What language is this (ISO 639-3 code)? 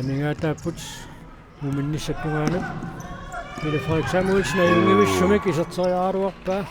kal